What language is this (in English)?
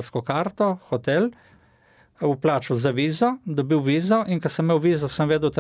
Slovenian